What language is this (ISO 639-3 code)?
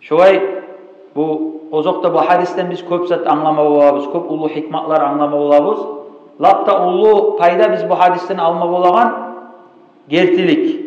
kum